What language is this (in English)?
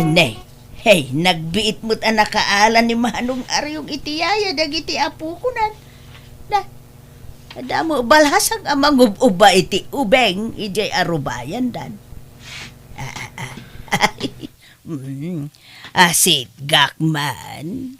Iloko